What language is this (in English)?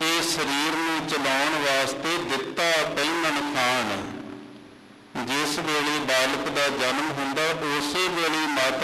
Punjabi